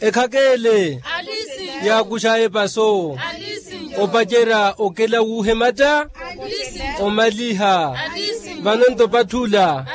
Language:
Makhuwa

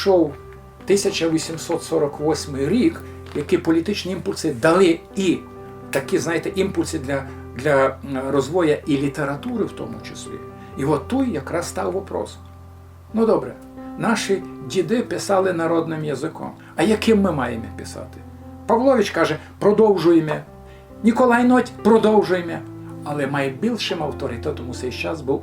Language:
Rusyn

